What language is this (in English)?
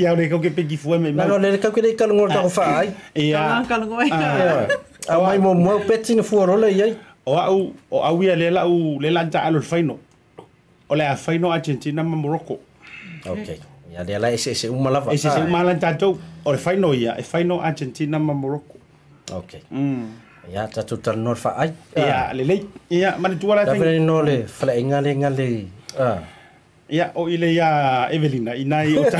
Samoan